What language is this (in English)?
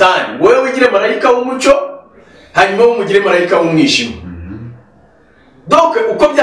Kinyarwanda